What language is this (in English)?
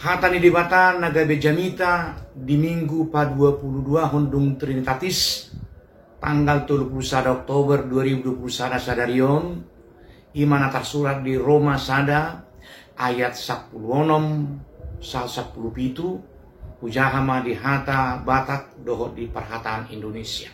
Batak Toba